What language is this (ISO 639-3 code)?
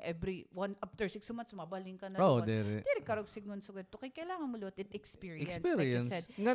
war